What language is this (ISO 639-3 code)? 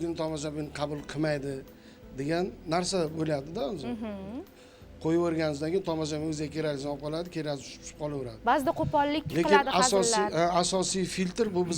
uzb